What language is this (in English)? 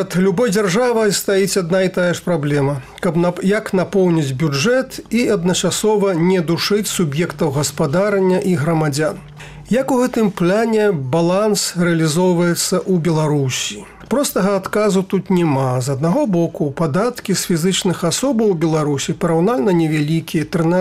Belarusian